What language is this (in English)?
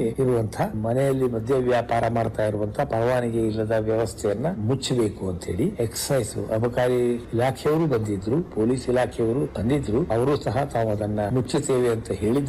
Kannada